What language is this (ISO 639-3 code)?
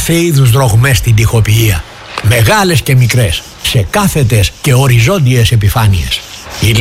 ell